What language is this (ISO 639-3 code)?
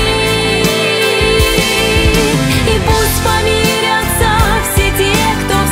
rus